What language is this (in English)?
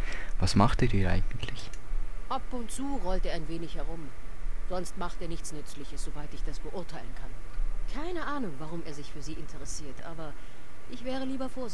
Swiss German